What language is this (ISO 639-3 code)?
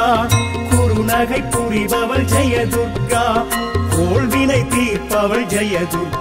tam